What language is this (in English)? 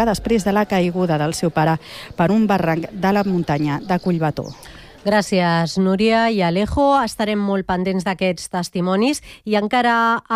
Catalan